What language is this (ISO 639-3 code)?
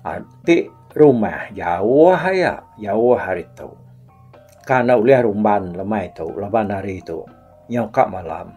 iba